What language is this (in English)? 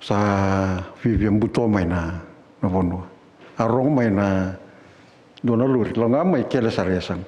Fijian